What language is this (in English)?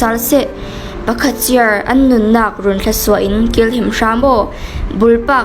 Falam Chin